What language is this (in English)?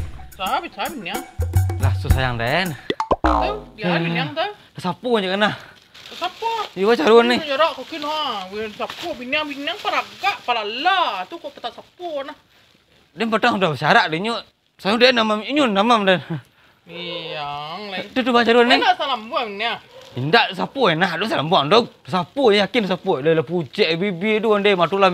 Minangkabau